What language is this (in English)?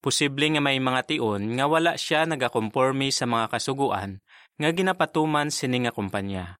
Hiligaynon